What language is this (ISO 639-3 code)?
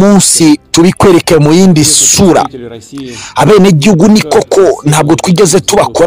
kin